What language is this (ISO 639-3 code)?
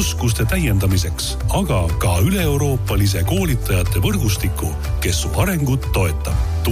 est